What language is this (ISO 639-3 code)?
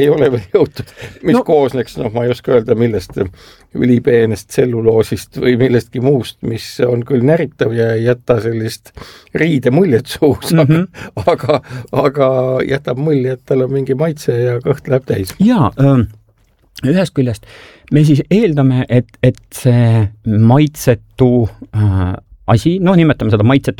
est